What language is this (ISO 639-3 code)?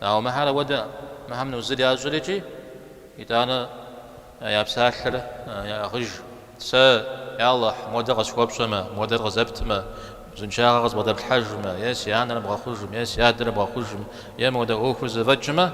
kbd